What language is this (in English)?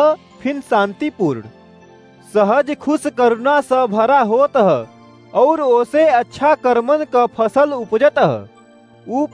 Awadhi